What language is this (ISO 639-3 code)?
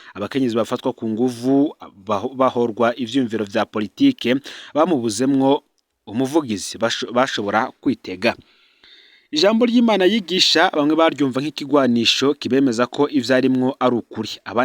run